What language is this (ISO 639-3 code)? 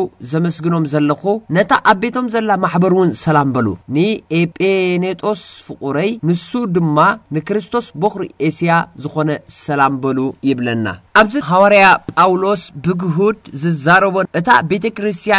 tir